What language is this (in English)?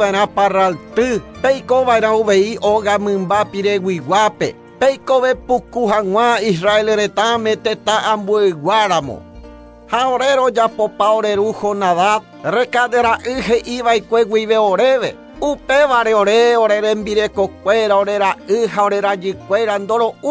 Guarani